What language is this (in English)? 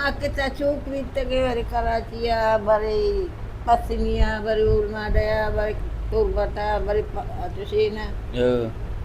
Baluchi